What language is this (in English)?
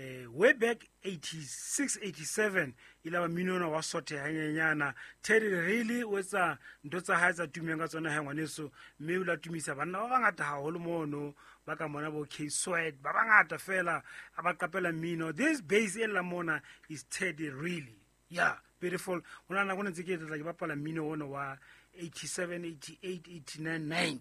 Southern Sotho